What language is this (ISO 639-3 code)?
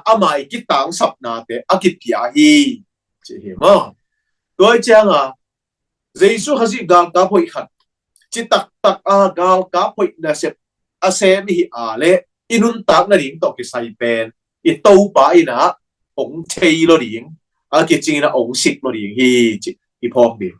ctd